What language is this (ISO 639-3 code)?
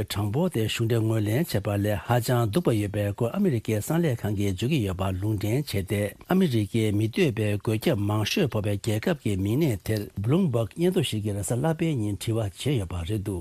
bod